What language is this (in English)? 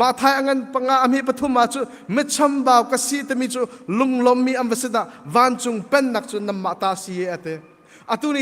Hakha Chin